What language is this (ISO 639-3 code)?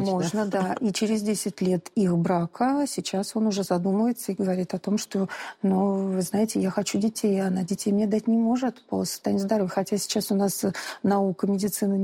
rus